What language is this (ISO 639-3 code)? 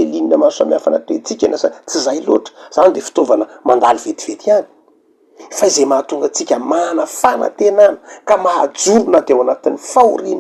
mlg